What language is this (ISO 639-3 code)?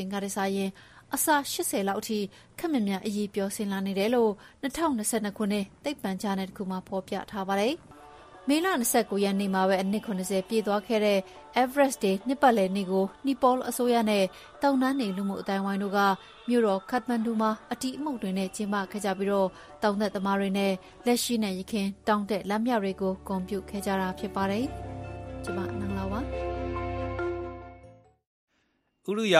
mya